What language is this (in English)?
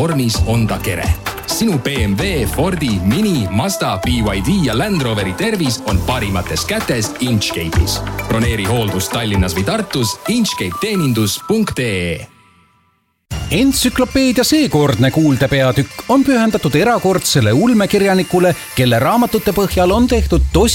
Estonian